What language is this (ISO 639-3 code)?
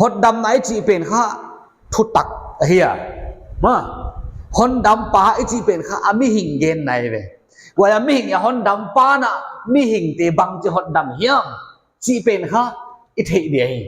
pck